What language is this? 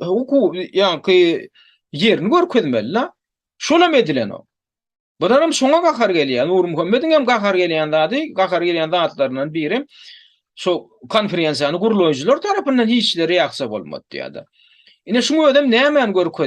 Turkmen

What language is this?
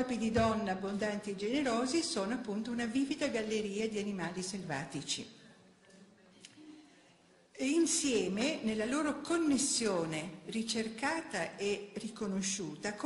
Italian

